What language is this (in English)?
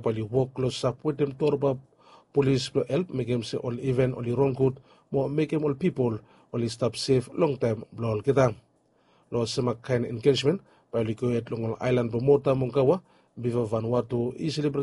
Bislama